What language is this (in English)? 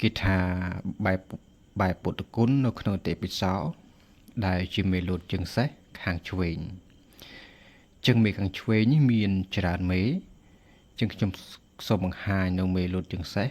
Khmer